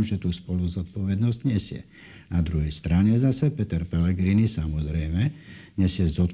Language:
Slovak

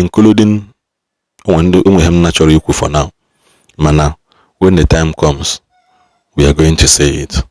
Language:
Igbo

